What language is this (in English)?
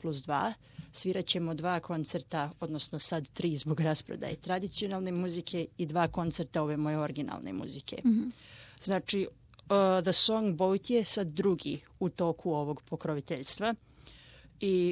Serbian